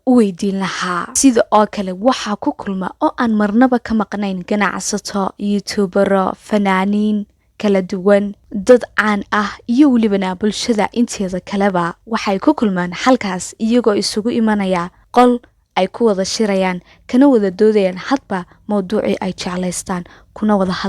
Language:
Somali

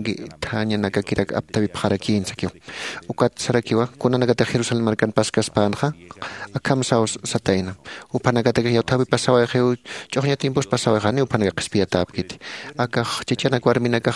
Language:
Aymara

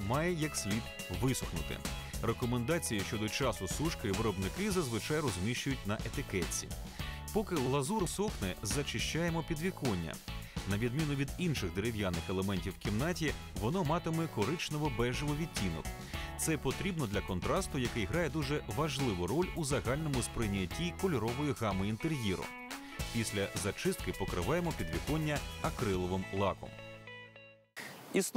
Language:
Ukrainian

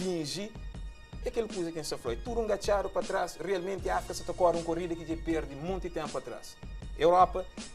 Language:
Kabuverdianu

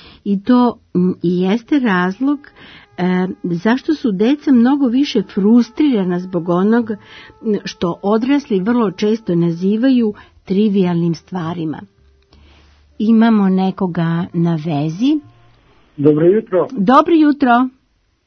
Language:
Serbian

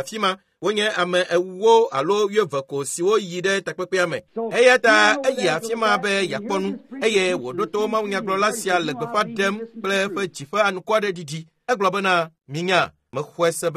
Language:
Ewe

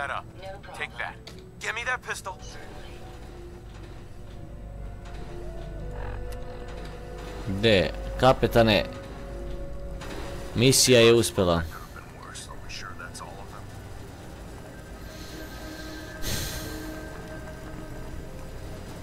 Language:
Croatian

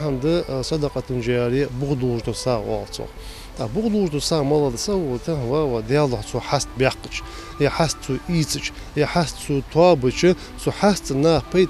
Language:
Ingush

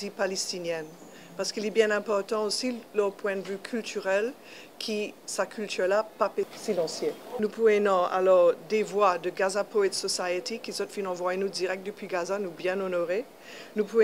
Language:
Morisyen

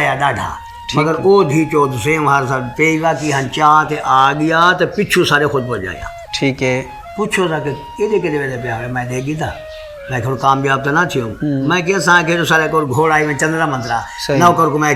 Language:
Saraiki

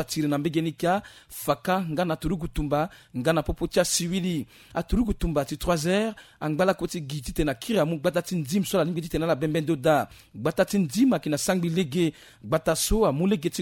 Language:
Sango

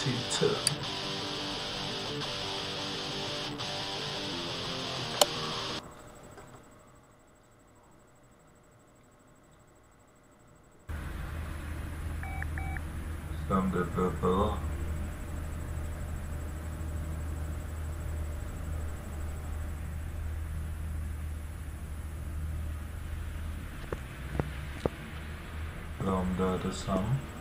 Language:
Danish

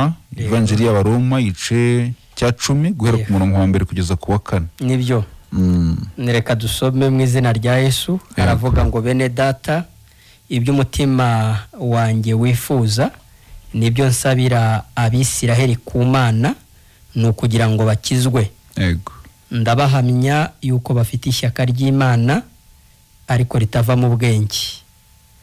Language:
Kinyarwanda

